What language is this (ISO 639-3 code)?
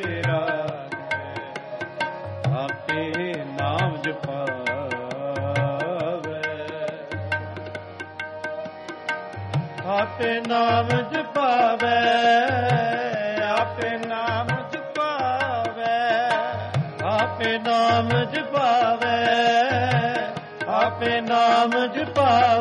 pan